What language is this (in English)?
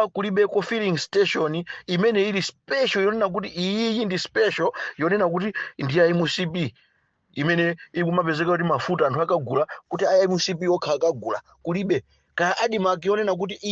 Nyanja